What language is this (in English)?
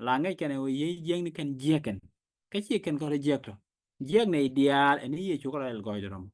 Nuer